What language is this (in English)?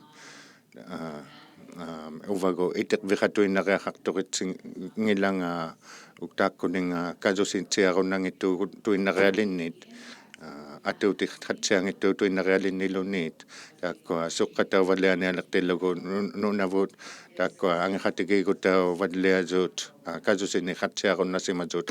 Inuktitut